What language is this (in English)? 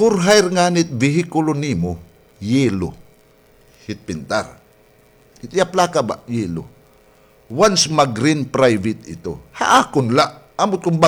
Waray